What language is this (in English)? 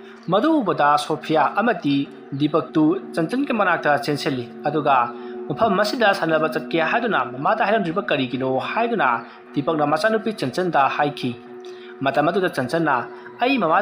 Manipuri